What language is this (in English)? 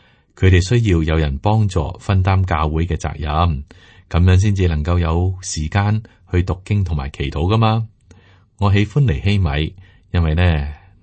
Cantonese